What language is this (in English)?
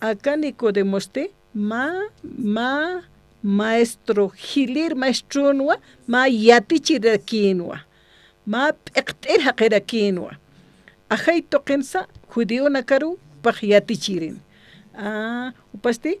Aymara